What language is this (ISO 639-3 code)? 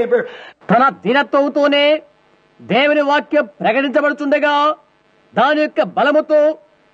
tel